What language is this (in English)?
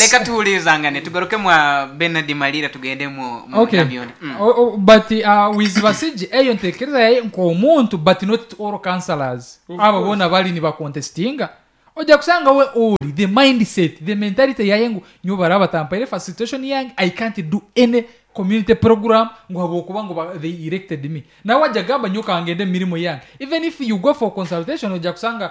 Nyankole